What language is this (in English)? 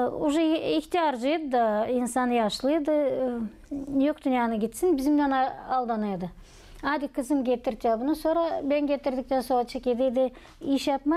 Gagauz